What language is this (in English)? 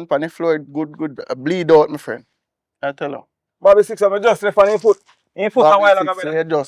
Jamaican Creole English